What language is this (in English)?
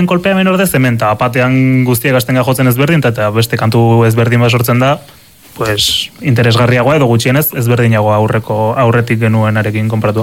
Basque